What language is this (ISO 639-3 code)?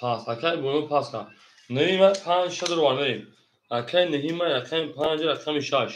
tgk